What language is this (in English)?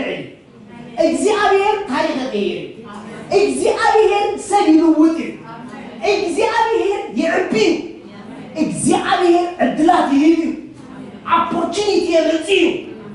Tigrinya